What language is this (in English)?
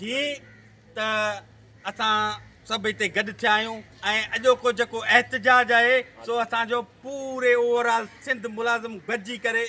Sindhi